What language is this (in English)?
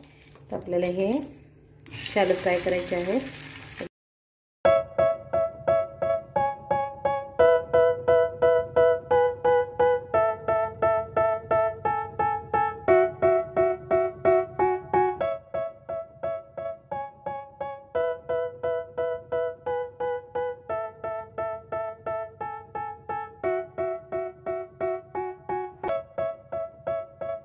Marathi